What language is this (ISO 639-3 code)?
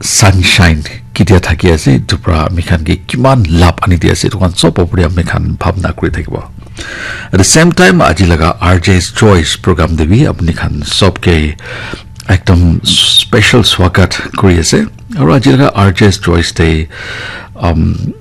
nag